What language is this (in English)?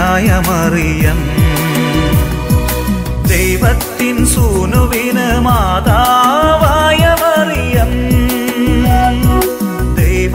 Malayalam